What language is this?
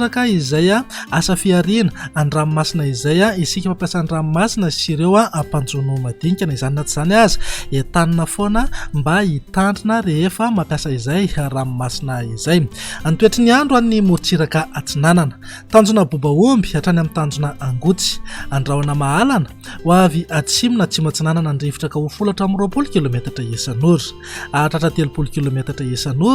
Malagasy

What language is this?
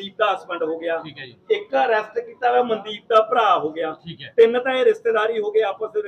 Punjabi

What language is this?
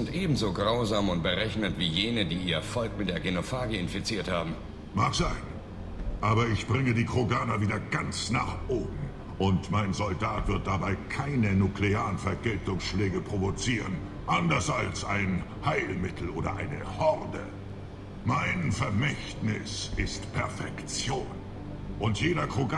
German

